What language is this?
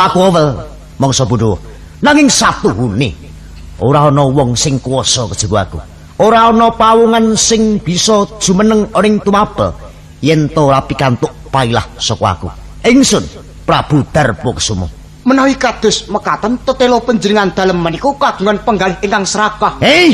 Javanese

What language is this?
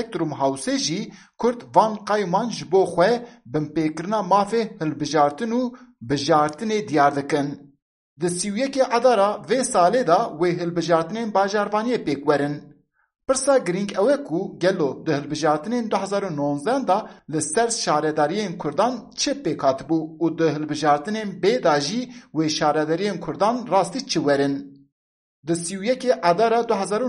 Kurdish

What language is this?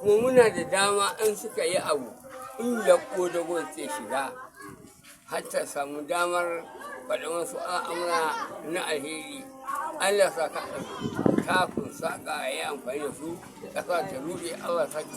Hausa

